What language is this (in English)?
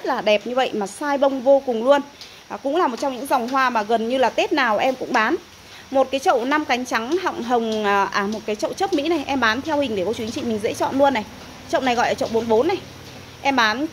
Vietnamese